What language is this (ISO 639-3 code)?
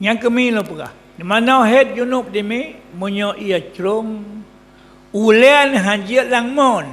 ace